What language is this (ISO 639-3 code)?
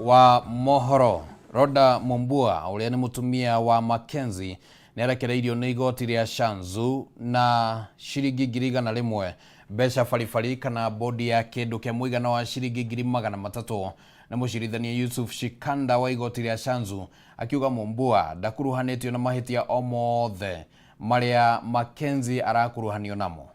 kik